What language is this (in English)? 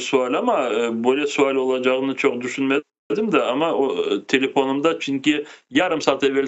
Crimean Tatar